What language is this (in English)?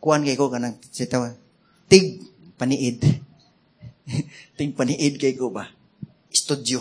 Cebuano